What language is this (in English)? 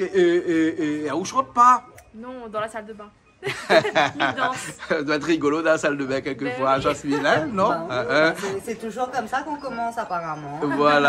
Réunion Creole French